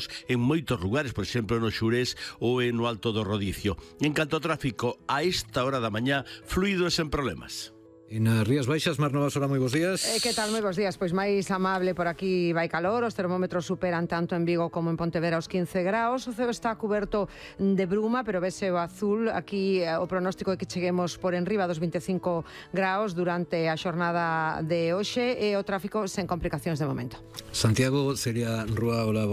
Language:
Galician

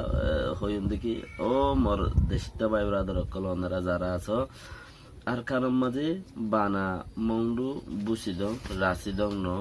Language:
Rohingya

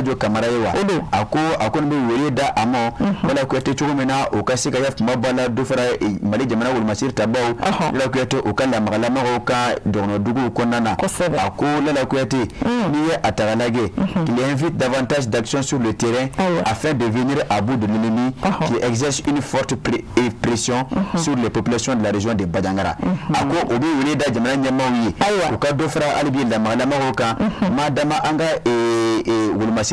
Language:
Bambara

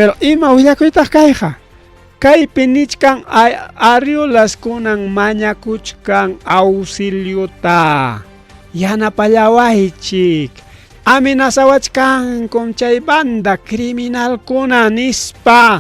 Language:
Ayacucho Quechua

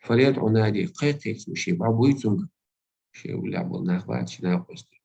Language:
Chechen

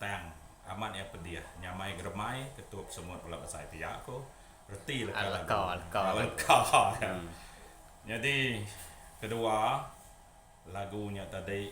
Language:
Iban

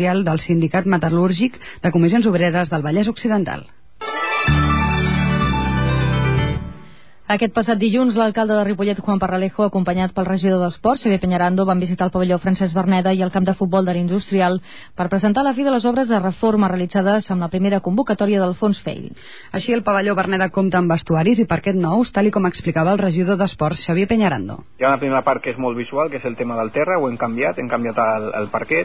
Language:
Catalan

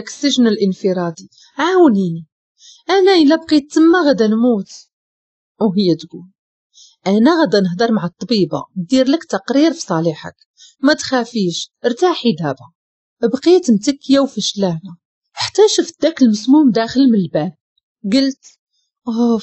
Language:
Moroccan Arabic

